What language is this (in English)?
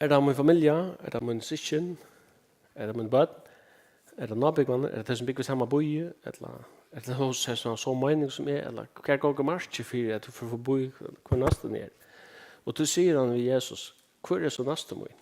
Faroese